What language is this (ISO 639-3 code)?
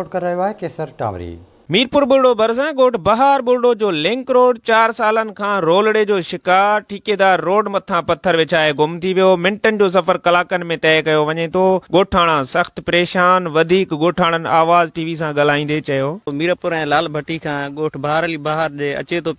snd